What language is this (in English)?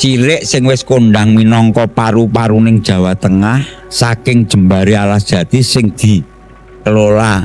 Javanese